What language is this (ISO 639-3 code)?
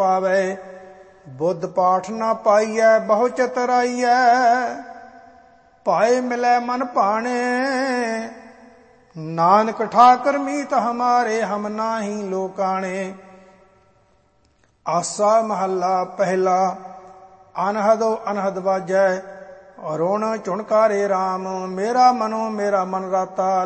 pan